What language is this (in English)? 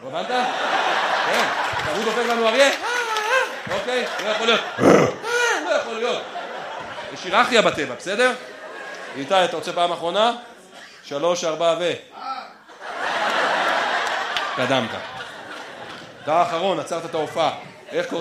Hebrew